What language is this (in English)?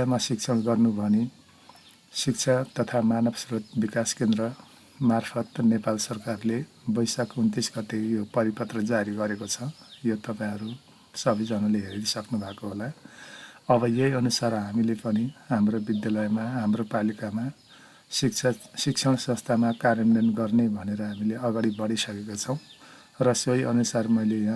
Nepali